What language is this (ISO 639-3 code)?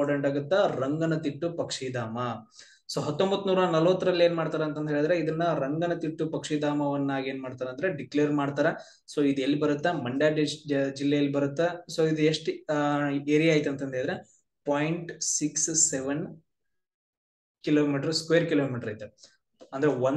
kan